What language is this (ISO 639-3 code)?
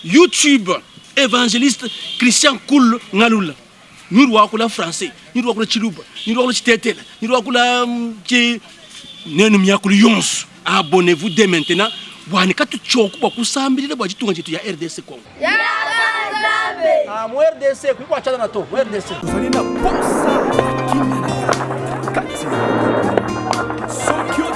lua